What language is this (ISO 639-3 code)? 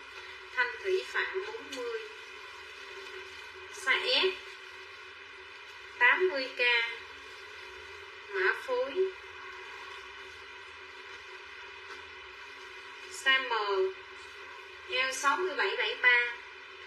vie